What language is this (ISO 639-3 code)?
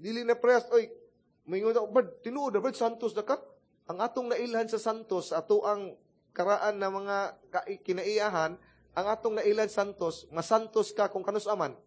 ceb